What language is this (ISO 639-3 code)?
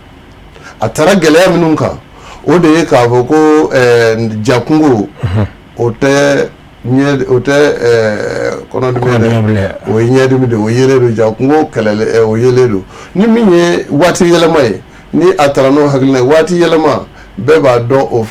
bam